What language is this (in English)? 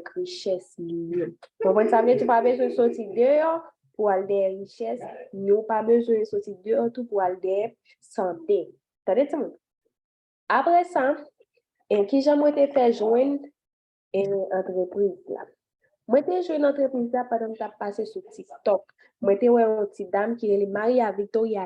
Haitian Creole